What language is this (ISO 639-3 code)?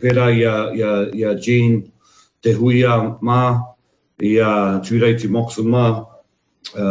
mri